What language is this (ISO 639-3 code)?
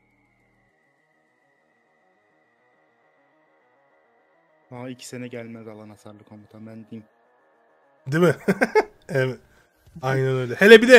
tur